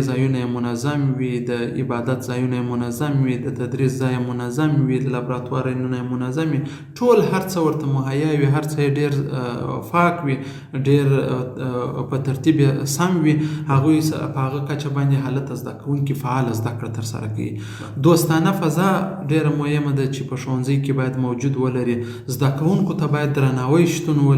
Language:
Pashto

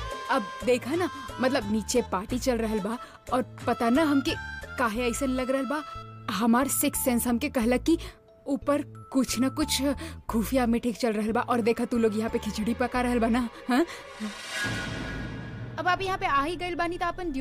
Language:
Bhojpuri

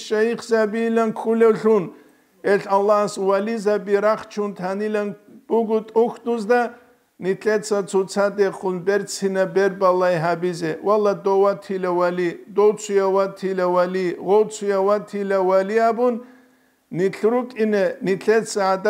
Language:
Avaric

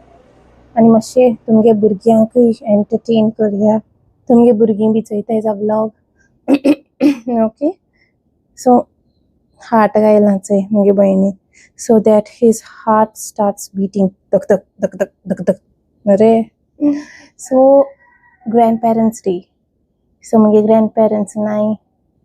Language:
Konkani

